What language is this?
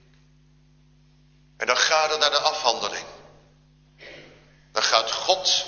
Dutch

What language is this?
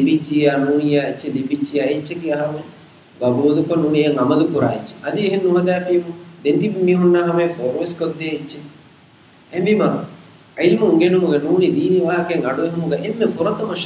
Divehi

